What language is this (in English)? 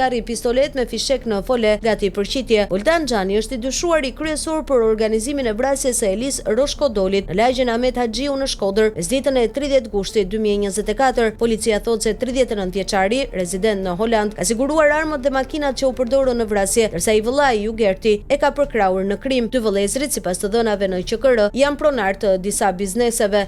Albanian